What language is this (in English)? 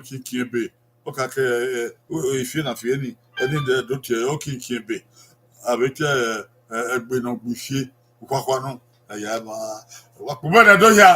Bini